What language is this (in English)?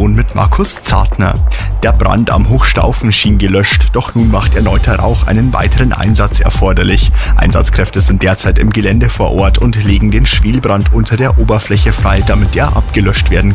German